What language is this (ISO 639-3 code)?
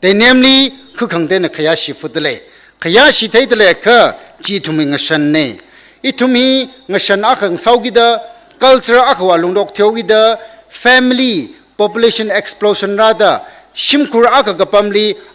nmf